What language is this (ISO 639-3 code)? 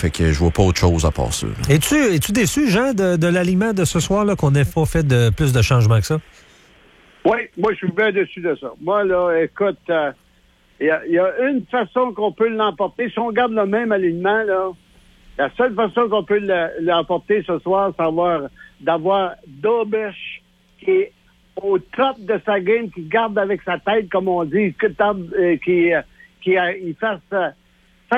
fra